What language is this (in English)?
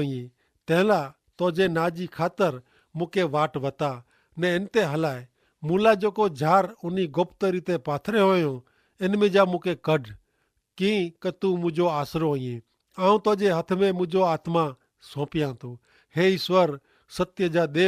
Kachhi